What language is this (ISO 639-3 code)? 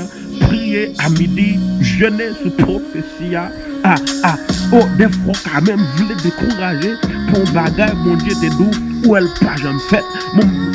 hat